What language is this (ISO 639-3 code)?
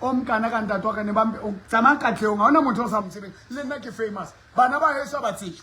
sot